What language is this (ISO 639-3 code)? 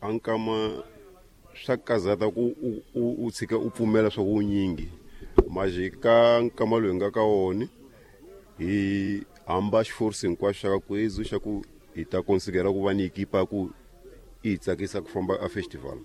tso